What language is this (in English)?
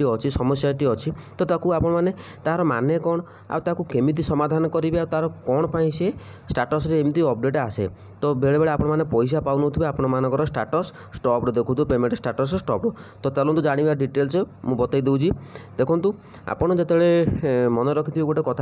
Odia